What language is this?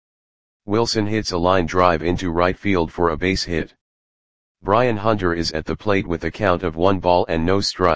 English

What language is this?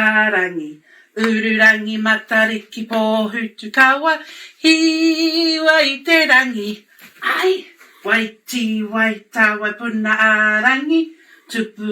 Māori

